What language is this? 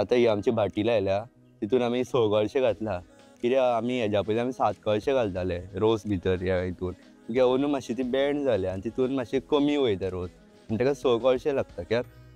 Konkani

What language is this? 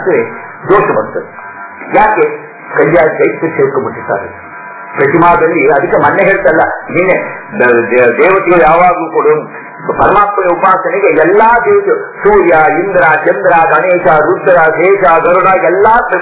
Kannada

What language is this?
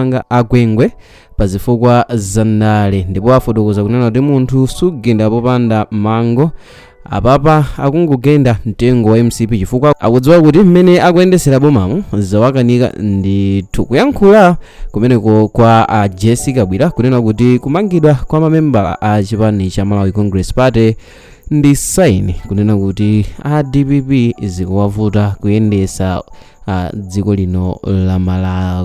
Nyanja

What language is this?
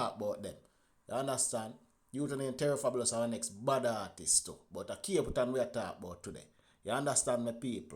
Jamaican Creole English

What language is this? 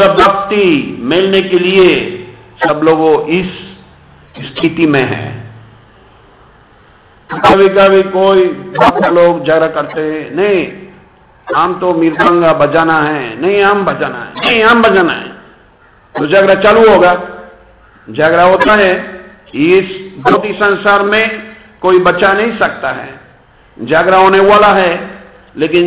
Hindi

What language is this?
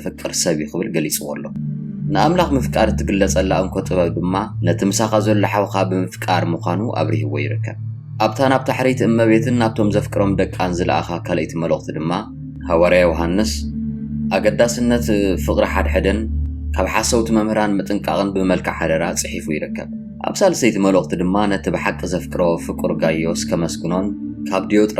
Tigrinya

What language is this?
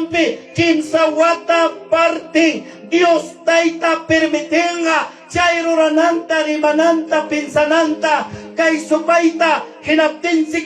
Ayacucho Quechua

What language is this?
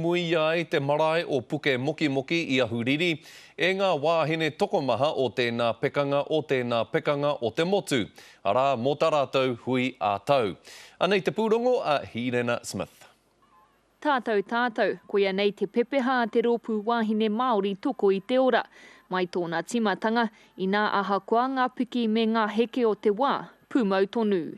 Māori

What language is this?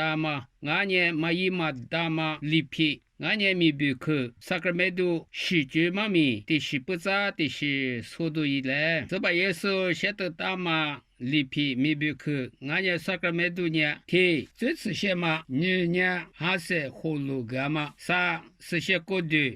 Lisu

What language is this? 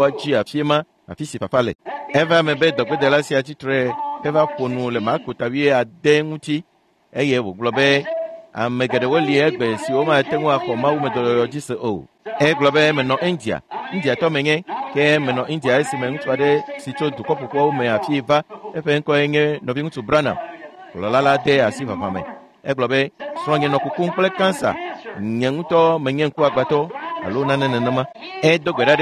Ewe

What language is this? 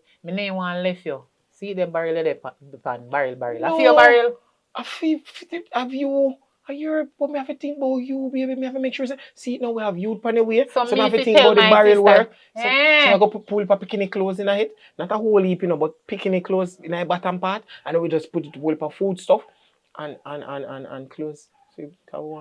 Jamaican Creole English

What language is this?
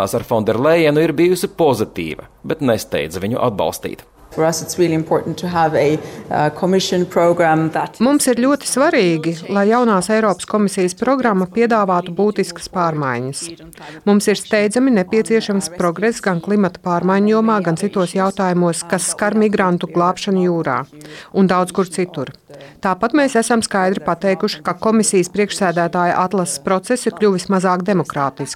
Latvian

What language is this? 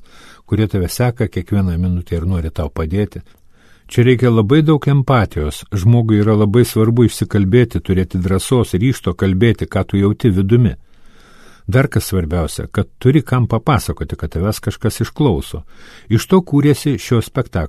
Lithuanian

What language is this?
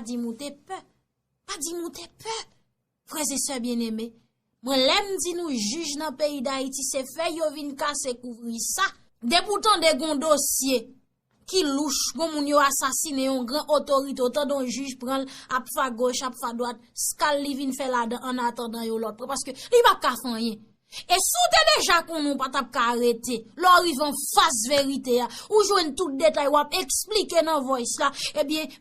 Haitian Creole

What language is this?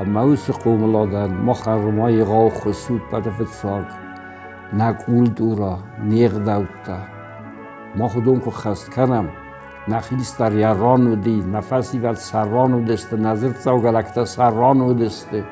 Ossetic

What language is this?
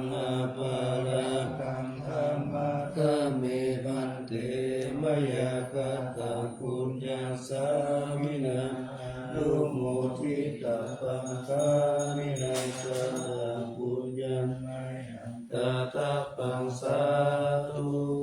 Pali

